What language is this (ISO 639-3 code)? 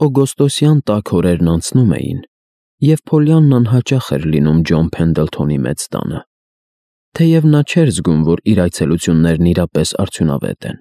hye